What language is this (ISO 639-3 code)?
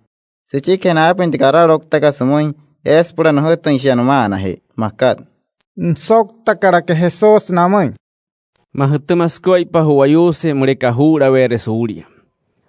guc